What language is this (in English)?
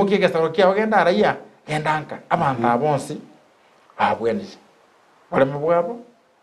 Gusii